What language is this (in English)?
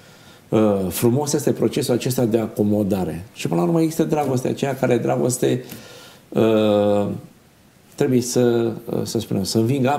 Romanian